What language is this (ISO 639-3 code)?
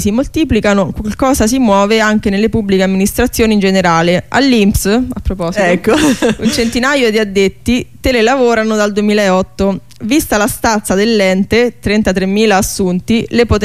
ita